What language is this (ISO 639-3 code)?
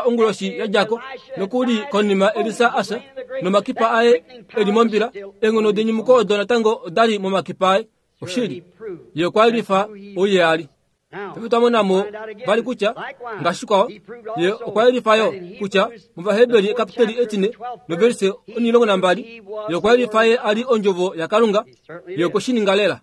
kua